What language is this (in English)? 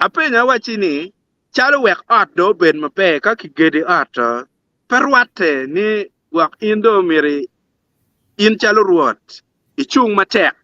Acoli